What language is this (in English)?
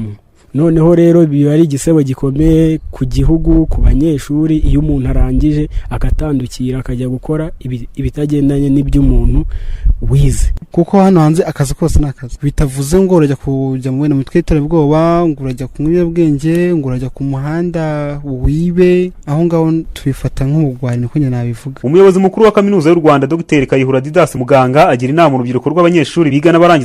Kinyarwanda